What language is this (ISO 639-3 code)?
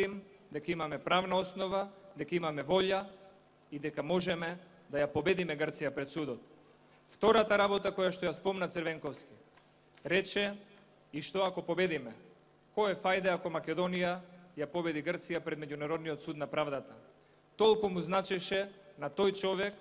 mkd